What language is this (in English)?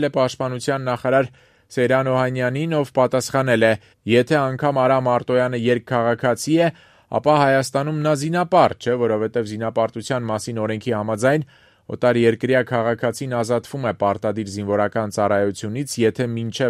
Armenian